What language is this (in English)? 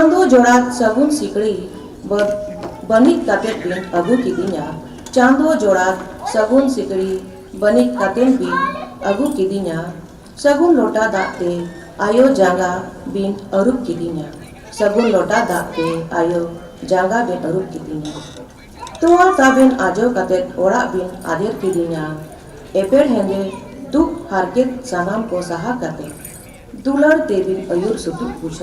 Santali